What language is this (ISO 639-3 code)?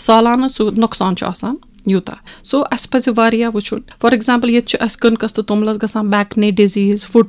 kas